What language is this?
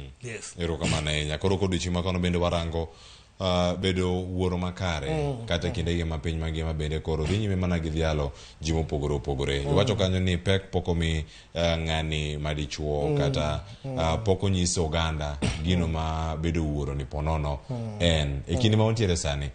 Luo (Kenya and Tanzania)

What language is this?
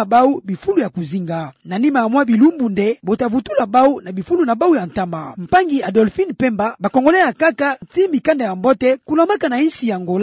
Kituba (Democratic Republic of Congo)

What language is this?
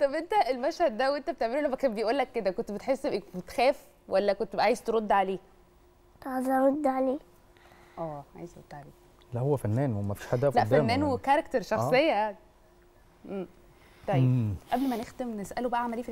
Egyptian Arabic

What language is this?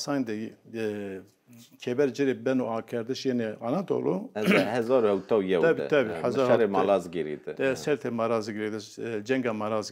Zaza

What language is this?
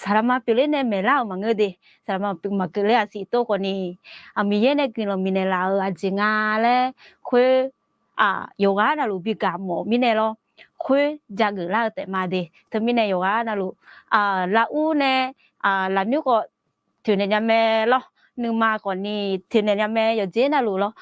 Akha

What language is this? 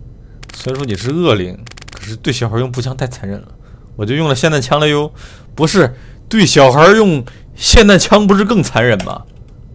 Chinese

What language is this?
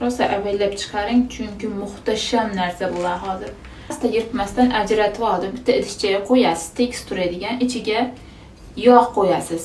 Uzbek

